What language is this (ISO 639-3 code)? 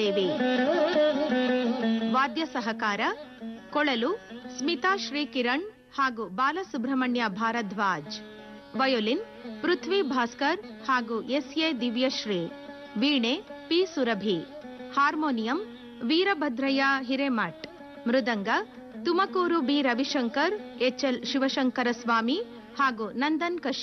kan